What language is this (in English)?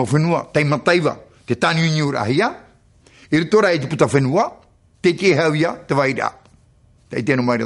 Tahitian